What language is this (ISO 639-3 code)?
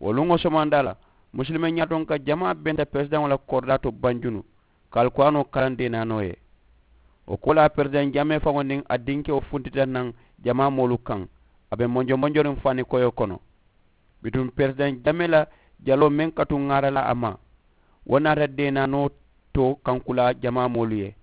man